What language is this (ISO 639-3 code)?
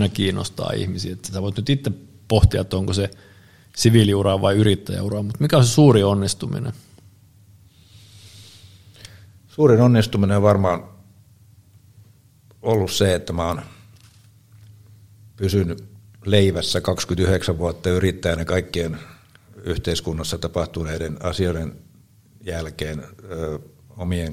fin